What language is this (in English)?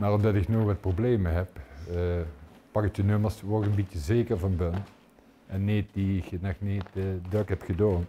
Limburgish